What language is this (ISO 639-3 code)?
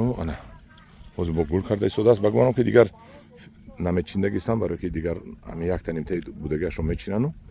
tgk